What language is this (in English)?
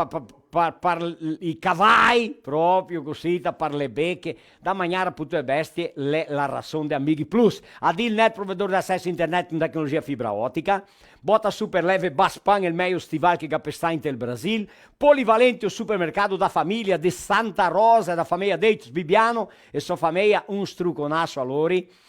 Venetian